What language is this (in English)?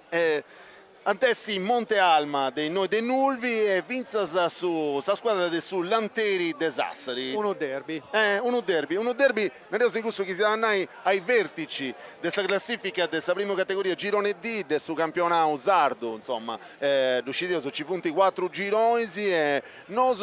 Sardinian